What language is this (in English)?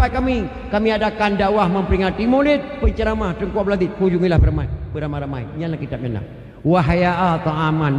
Achinese